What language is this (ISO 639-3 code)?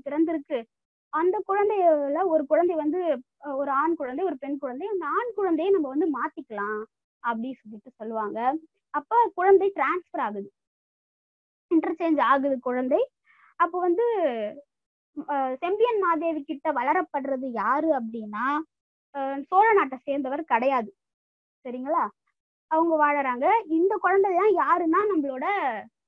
tam